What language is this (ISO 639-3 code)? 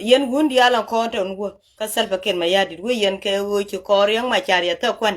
nus